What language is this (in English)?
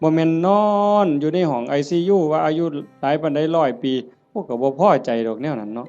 Northeastern Thai